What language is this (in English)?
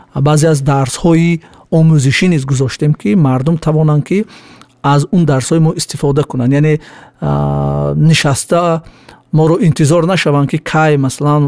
Tajik